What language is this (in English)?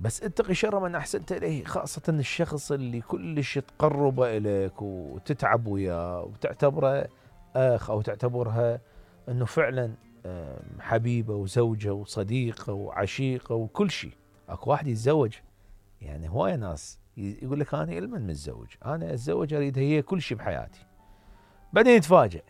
Mesopotamian Arabic